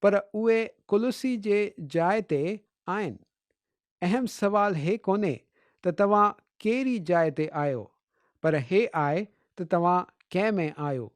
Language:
Sindhi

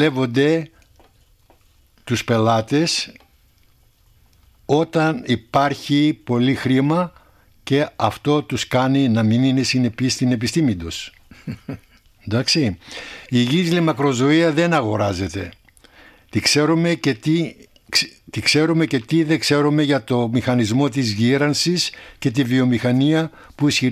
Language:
Greek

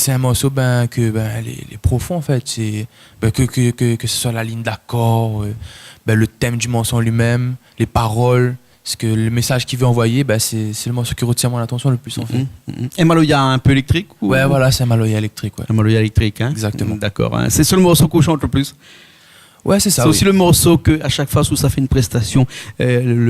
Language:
Réunion Creole French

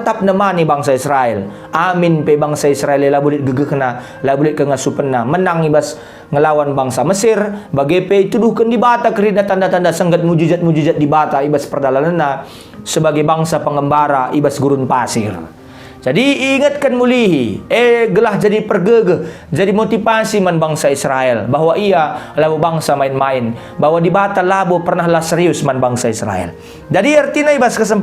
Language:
Batak Karo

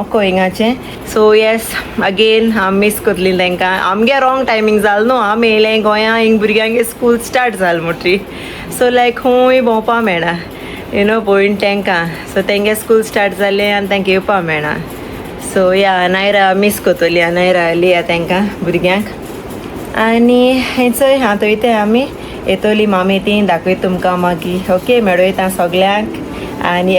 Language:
Konkani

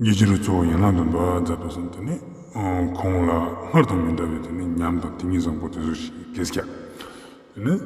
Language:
Ladakhi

